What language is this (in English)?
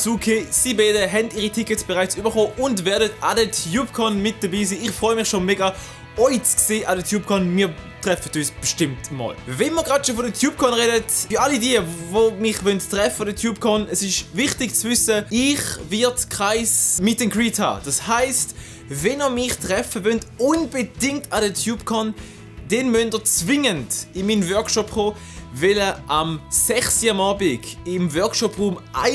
Swiss German